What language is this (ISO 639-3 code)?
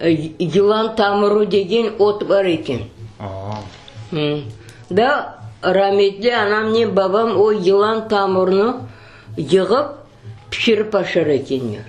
crh